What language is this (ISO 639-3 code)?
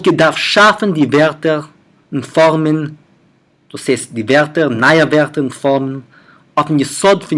yid